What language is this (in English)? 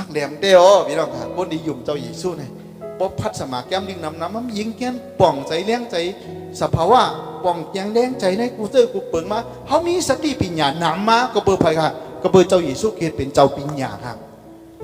Shan